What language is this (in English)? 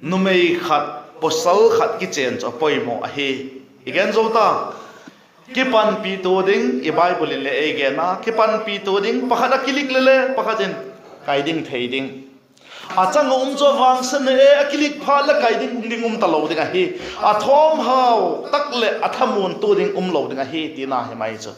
Vaiphei